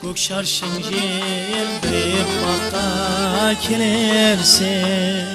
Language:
Kara-Kalpak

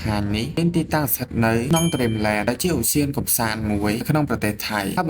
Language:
Khmer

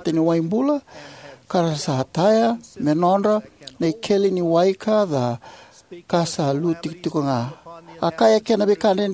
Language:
Fijian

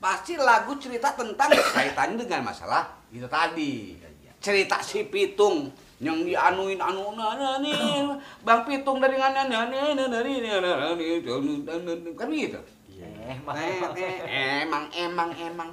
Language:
Betawi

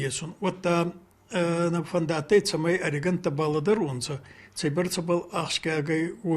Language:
Ossetic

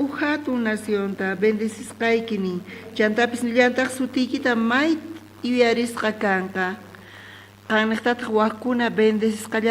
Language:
South Bolivian Quechua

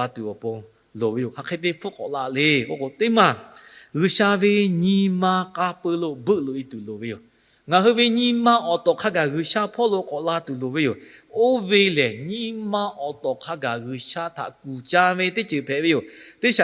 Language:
Lahu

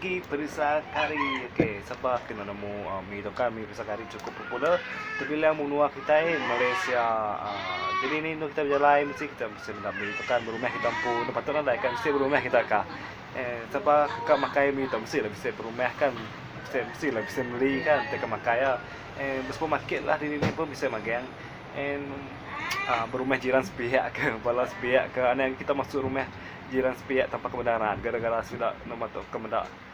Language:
Iban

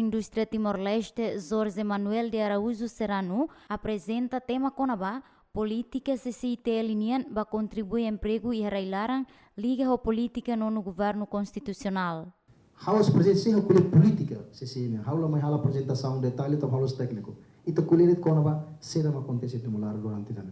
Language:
Tetum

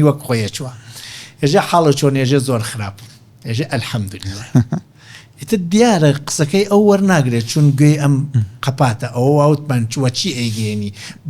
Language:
Central Kurdish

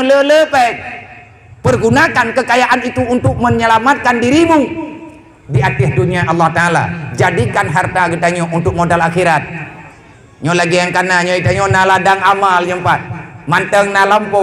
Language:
Achinese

